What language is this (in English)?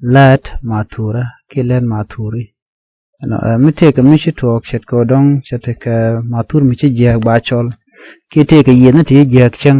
Nuer